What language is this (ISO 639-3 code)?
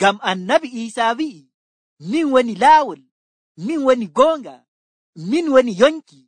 fuv